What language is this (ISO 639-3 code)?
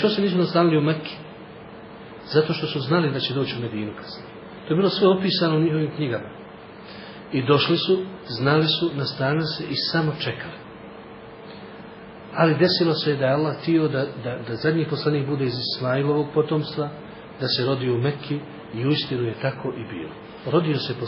bos